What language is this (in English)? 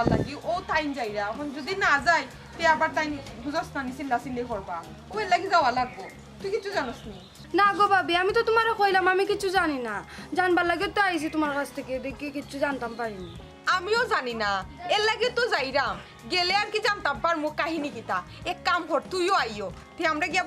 Sylheti